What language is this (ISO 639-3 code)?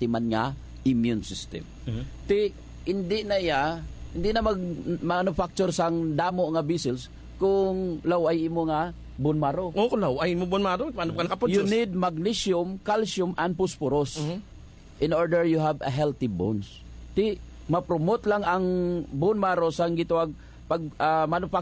hil